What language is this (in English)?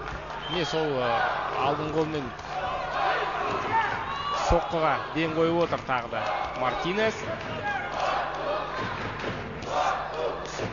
Kazakh